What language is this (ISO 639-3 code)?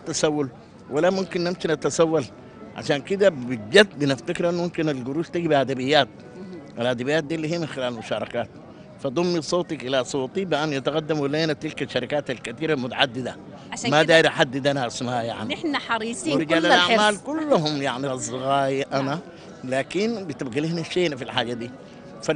apd